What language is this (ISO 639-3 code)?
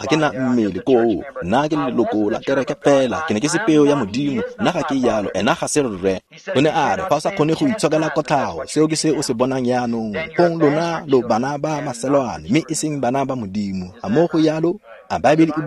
tsn